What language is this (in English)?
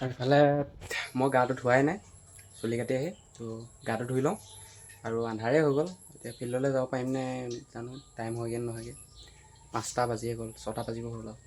Assamese